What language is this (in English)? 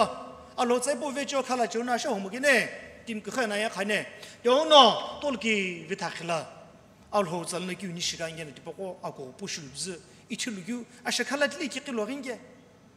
Sumi Naga